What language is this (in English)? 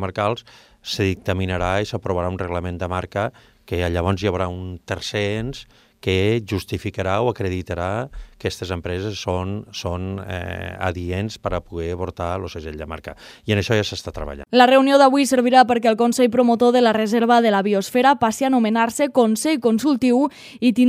Catalan